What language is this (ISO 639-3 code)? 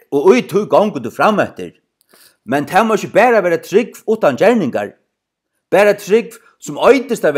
fao